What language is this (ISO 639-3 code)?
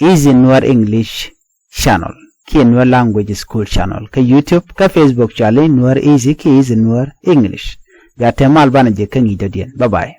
nus